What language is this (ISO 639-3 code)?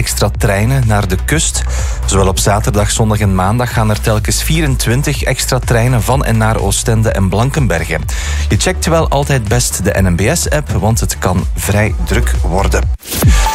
nld